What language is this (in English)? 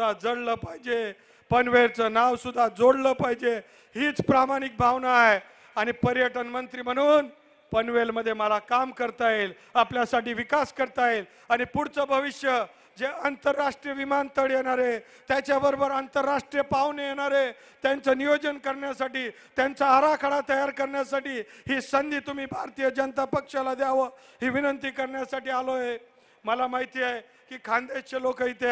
Marathi